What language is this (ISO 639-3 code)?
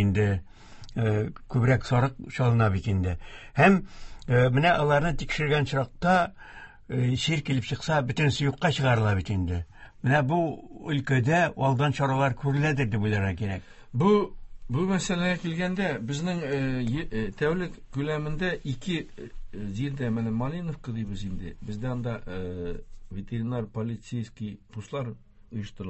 tat